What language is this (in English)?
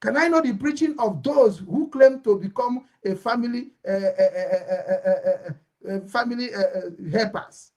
Igbo